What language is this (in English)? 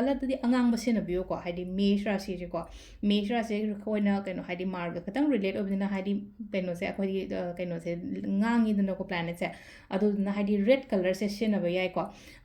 Manipuri